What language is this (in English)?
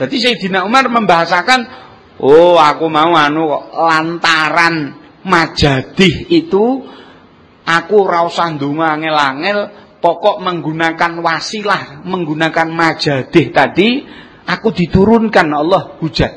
Javanese